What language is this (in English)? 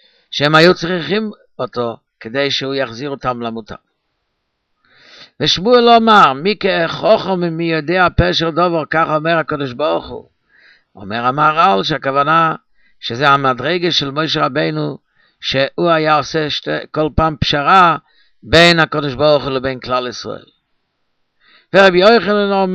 Hebrew